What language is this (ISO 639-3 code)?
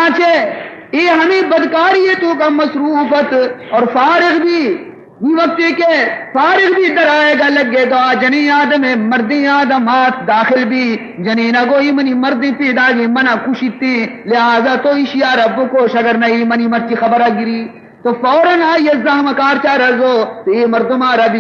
bal